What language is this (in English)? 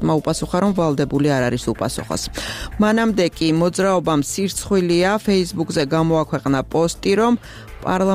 Georgian